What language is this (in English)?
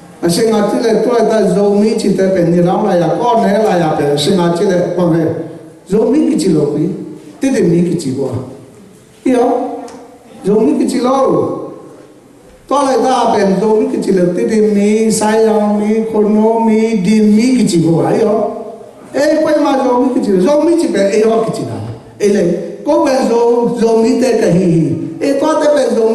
Tedim Chin